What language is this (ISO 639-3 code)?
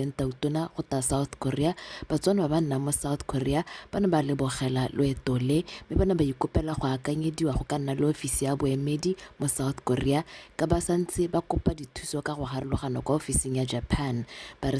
tsn